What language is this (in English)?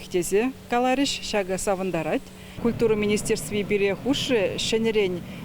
Chuvash